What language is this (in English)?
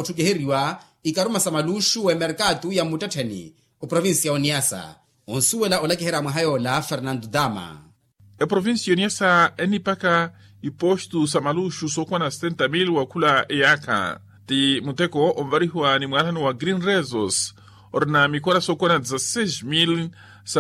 Makhuwa